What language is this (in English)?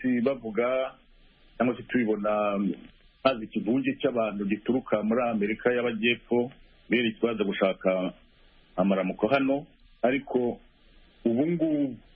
Kinyarwanda